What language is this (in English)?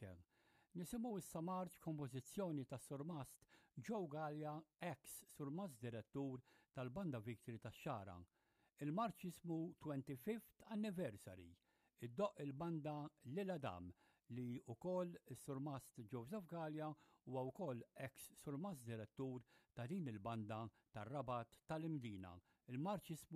Maltese